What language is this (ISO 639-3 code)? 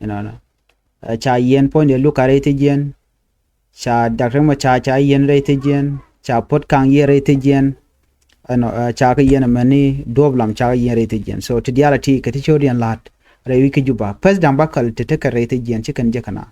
nus